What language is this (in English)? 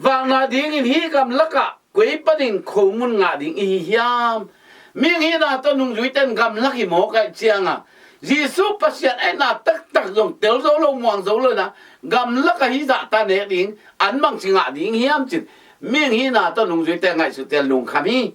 Tedim Chin